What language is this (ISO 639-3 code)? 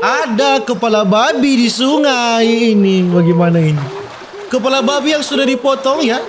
xmm